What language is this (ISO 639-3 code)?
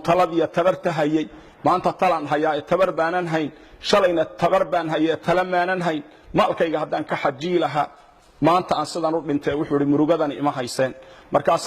som